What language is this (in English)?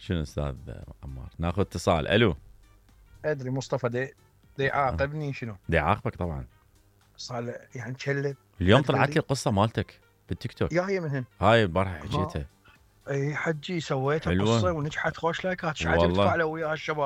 Mesopotamian Arabic